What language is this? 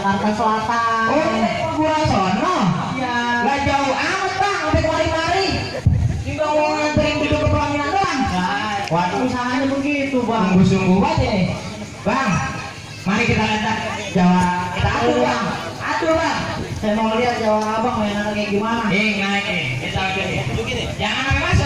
Betawi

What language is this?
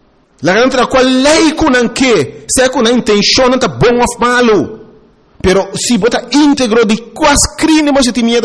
Papiamento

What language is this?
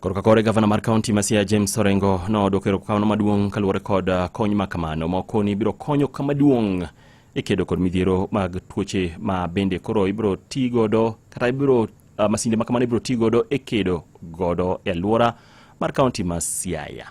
Luo (Kenya and Tanzania)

